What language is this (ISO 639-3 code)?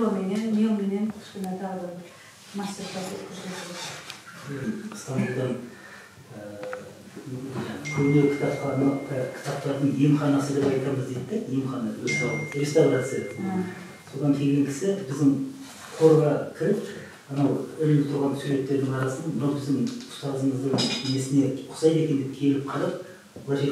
kaz